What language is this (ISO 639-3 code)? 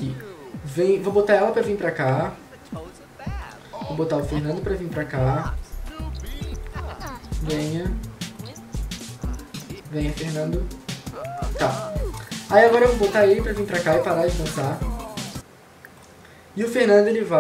por